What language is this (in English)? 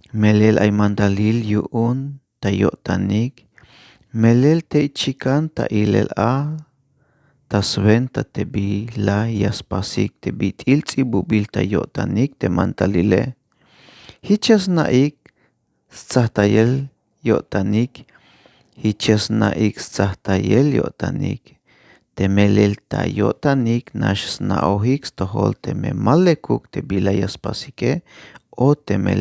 Tzeltal